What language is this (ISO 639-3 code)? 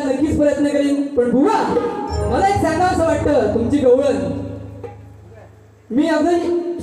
mar